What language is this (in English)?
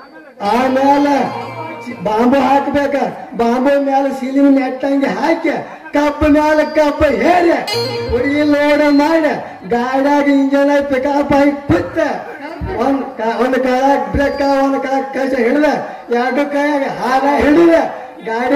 Kannada